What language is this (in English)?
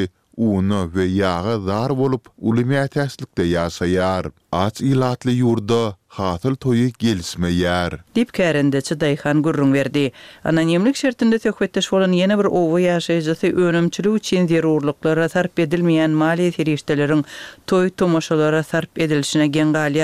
Turkmen